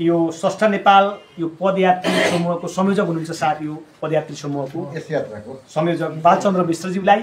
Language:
Nepali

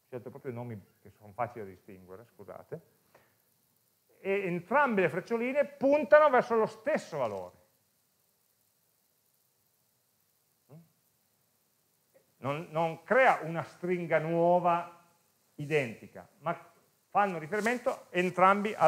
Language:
Italian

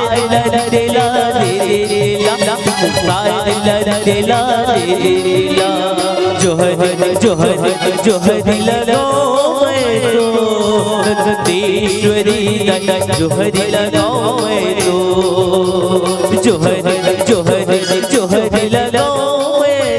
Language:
Chhattisgarhi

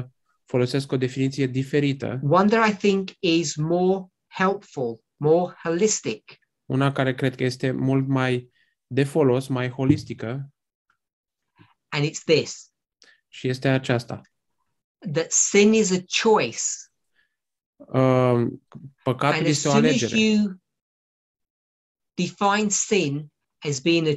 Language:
Romanian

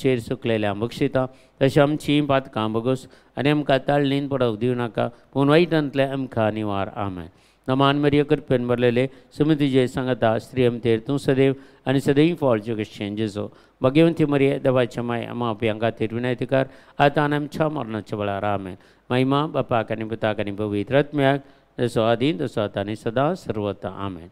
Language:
Konkani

